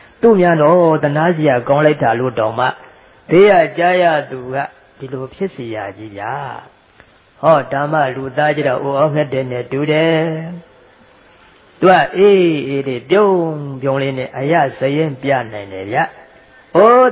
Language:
Burmese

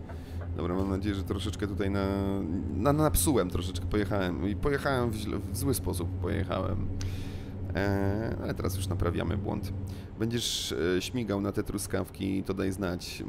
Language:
Polish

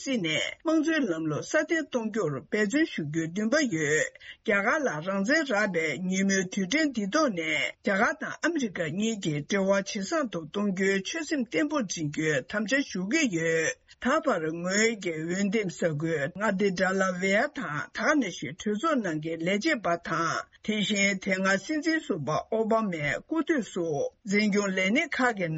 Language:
Tibetan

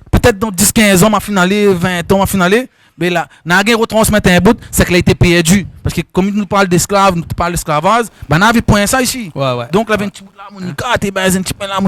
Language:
Réunion Creole French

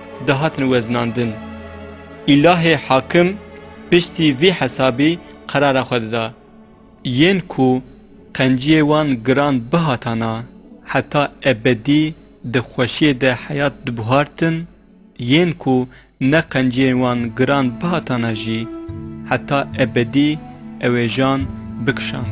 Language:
Kurdish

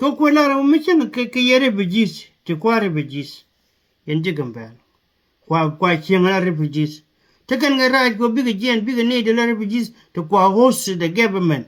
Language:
Nuer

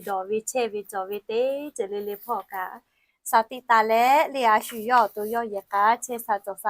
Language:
Lahu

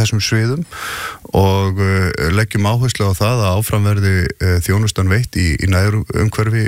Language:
Icelandic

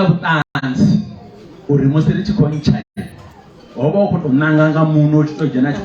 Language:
Venda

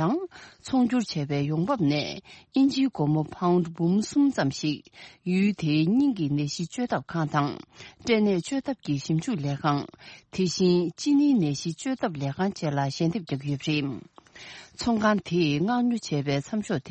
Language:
Tibetan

